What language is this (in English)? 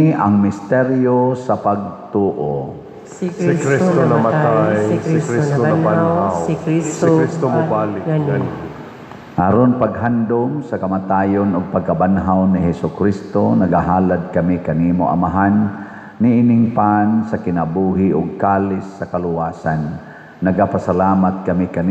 Cebuano